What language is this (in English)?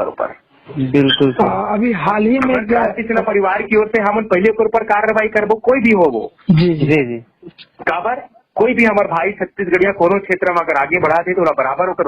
Chhattisgarhi